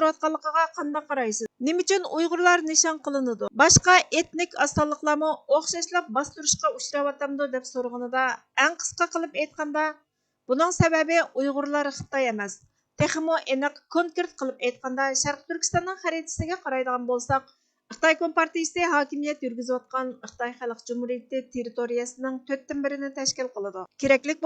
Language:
Uyghur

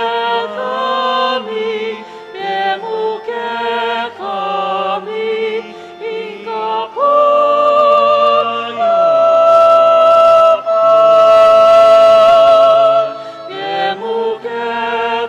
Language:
Pampanga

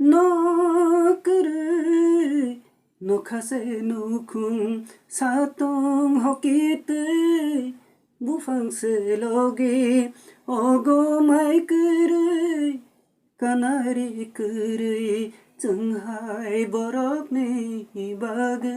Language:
Kok Borok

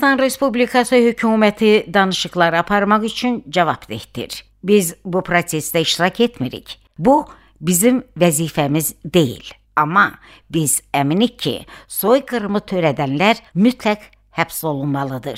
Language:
Azerbaijani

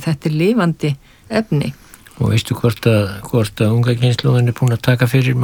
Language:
Icelandic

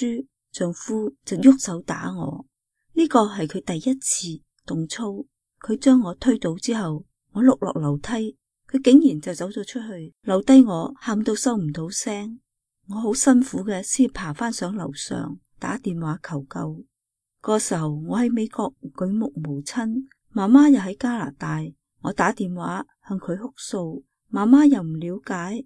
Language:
Cantonese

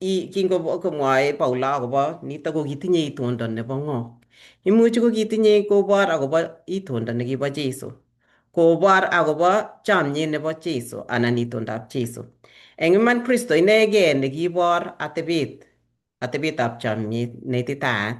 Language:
Kalenjin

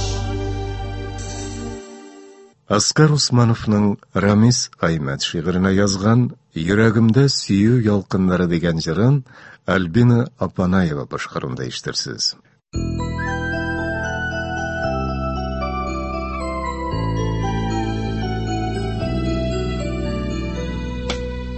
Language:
Tatar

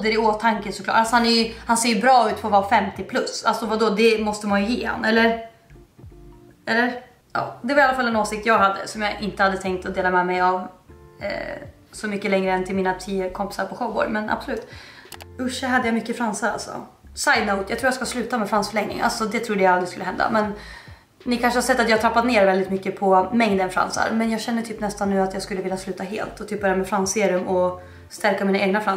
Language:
Swedish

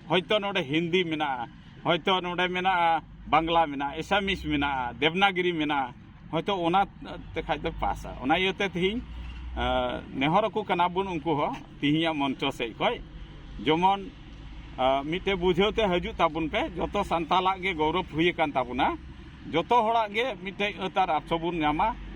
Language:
Santali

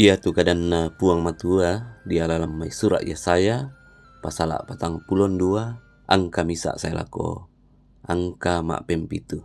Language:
Toraja-Sa'dan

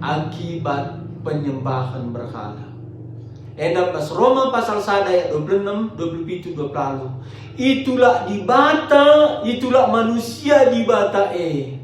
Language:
Batak Karo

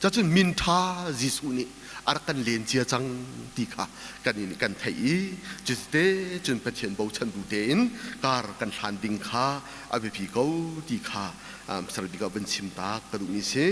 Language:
Hakha Chin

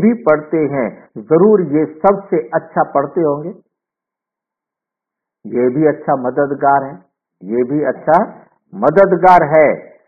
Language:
Hindi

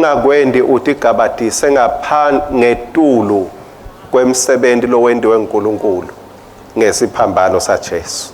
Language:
Swati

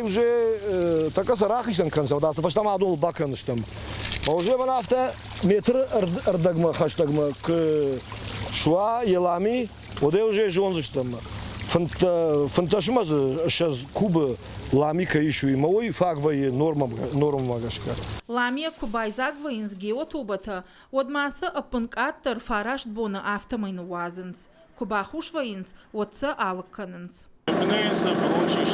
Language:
Ossetic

